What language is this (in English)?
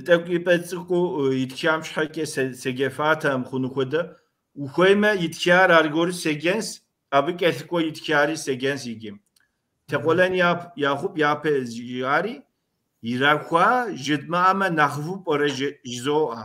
Kabardian